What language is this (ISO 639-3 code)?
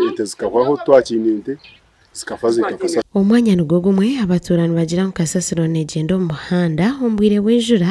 nyn